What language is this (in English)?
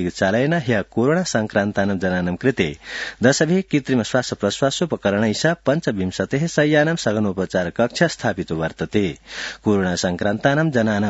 Sanskrit